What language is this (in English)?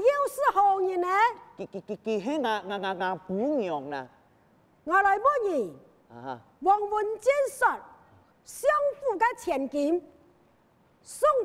Hakka Chinese